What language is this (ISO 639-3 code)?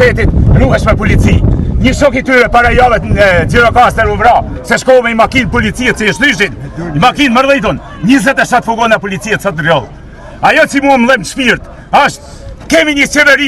sqi